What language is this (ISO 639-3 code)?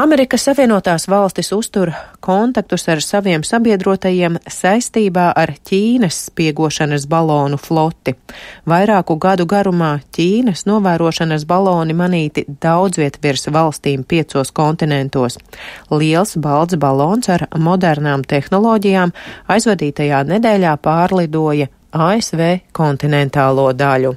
lav